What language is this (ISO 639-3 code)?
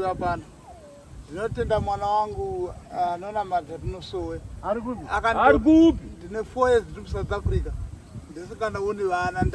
sna